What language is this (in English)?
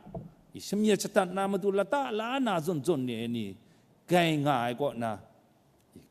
Kachin